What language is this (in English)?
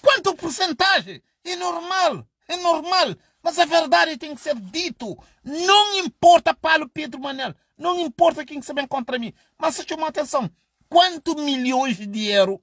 Kabuverdianu